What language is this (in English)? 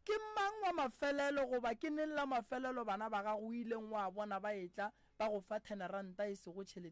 Northern Sotho